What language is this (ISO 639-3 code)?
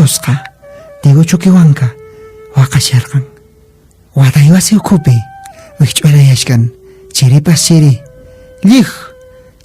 que